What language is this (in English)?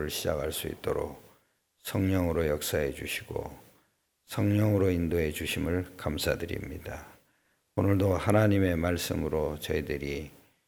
Korean